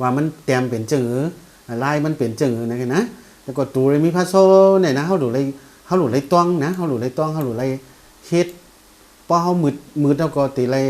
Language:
Shan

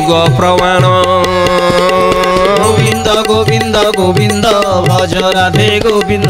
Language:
Odia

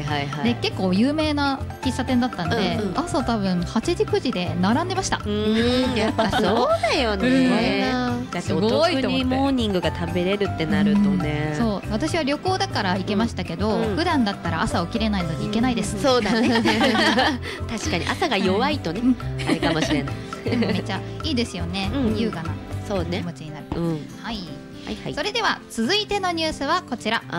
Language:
Japanese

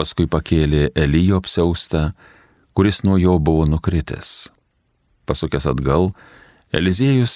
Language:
Lithuanian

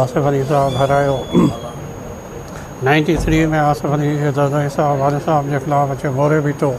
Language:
Sindhi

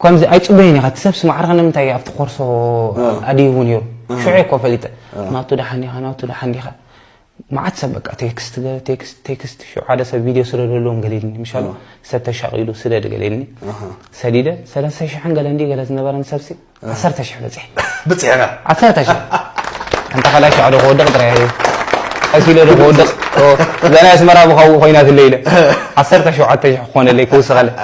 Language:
Tigrinya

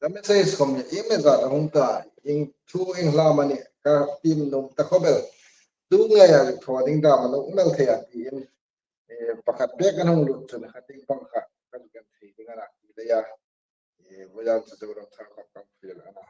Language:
Hmar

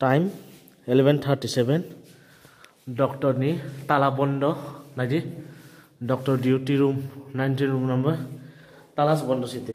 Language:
Riang (India)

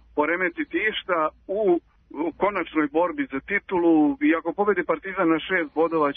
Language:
Serbian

